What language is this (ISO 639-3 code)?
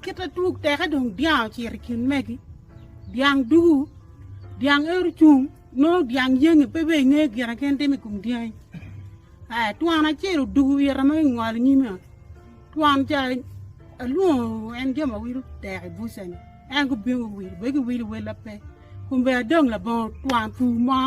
ach